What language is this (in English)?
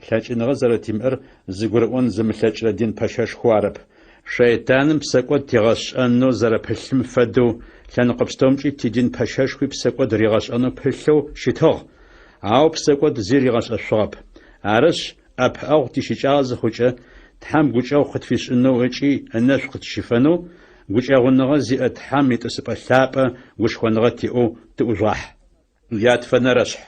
Adyghe